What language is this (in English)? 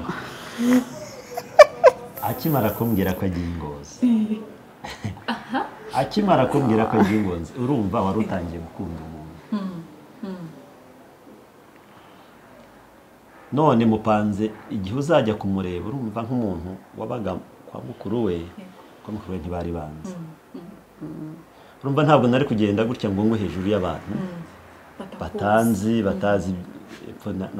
Kinyarwanda